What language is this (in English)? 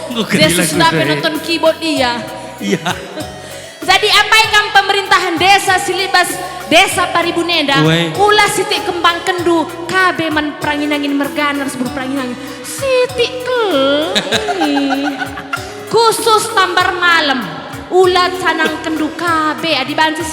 Batak Karo